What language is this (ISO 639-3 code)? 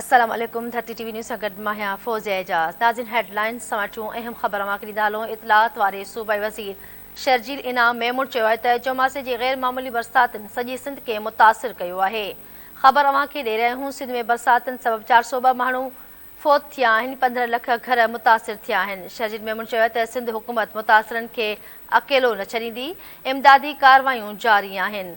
snd